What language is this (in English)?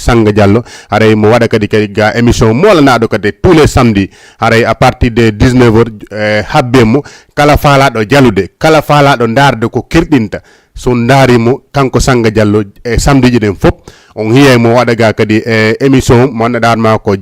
Fula